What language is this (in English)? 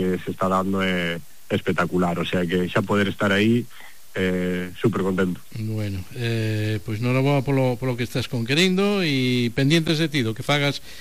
Galician